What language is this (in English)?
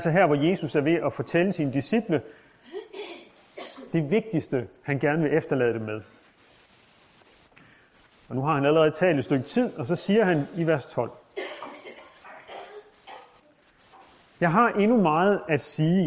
Danish